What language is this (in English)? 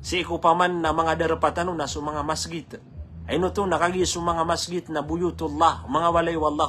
Maranao